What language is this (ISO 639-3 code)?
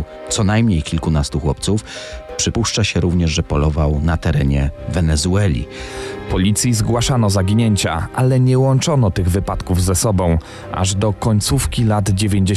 pol